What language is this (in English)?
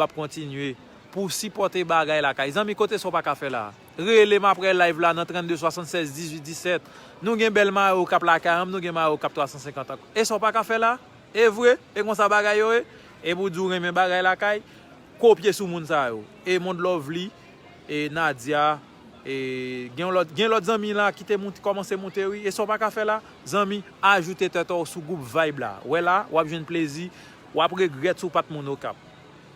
Haitian Creole